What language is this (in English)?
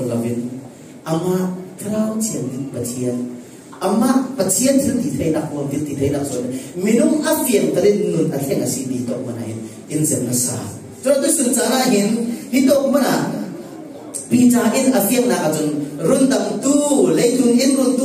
Falam Chin